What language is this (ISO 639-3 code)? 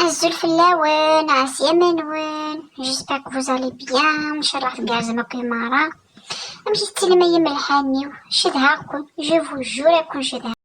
kab